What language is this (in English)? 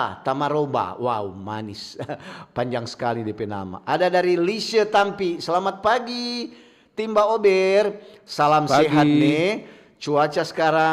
Manado Malay